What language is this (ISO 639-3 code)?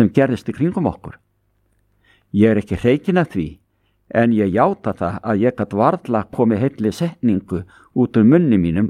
isl